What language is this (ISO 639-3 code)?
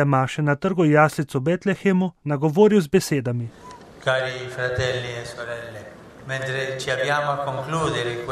slv